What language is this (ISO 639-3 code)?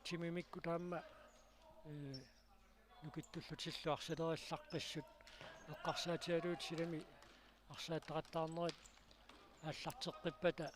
kal